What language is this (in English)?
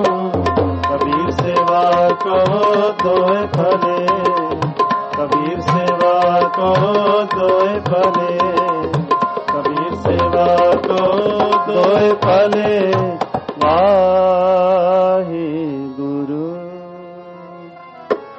Punjabi